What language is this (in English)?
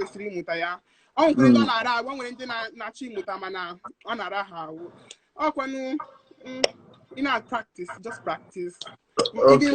Igbo